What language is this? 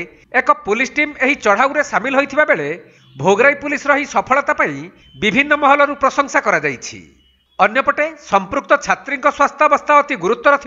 Odia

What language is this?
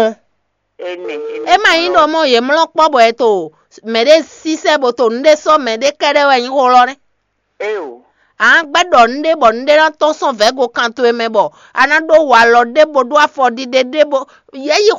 Fon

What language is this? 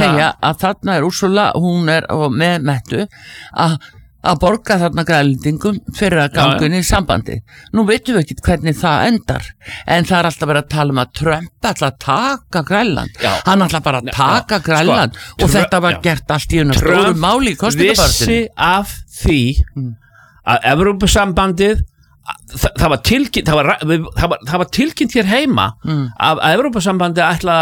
Icelandic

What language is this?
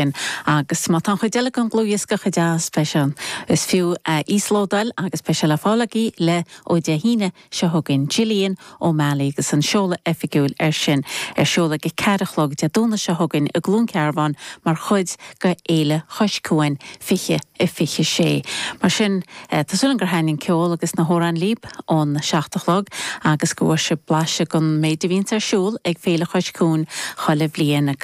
Irish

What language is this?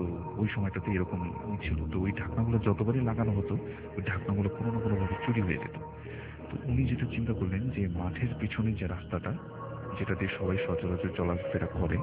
Bangla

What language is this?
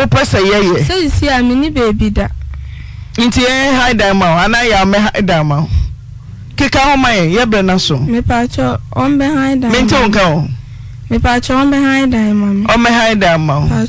Akan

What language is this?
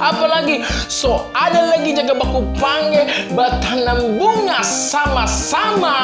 Manado Malay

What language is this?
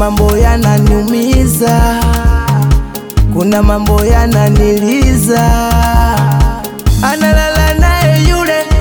Swahili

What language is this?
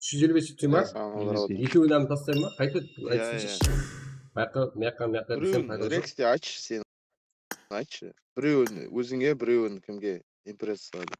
Kara-Kalpak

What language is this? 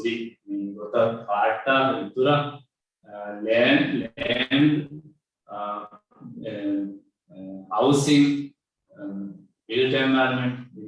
Divehi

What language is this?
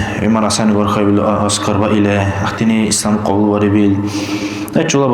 Dargwa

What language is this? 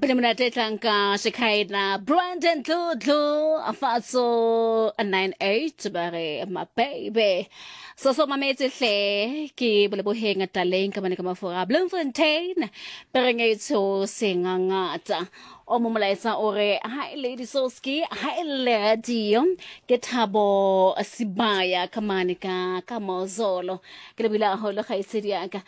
Southern Sotho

